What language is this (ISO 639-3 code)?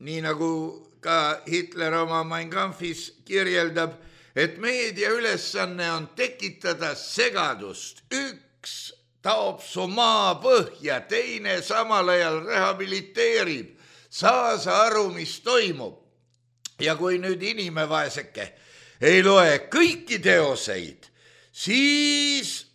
est